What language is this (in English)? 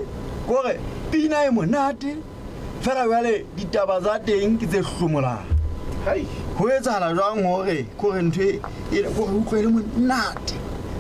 Southern Sotho